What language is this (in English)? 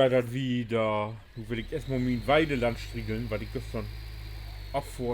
Low German